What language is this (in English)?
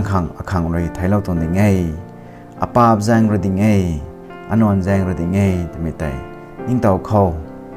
Rongmei Naga